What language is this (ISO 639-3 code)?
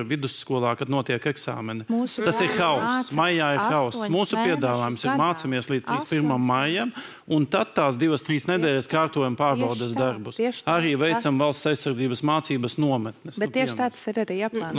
lav